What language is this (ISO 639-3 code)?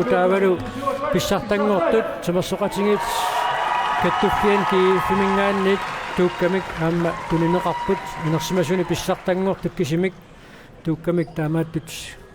kal